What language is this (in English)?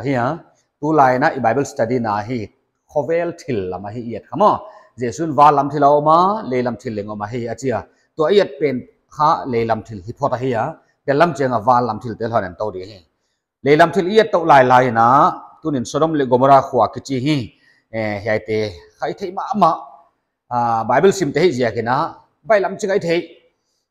Paite Chin